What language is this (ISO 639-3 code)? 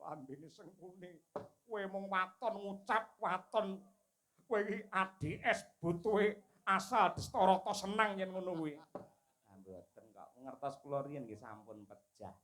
jav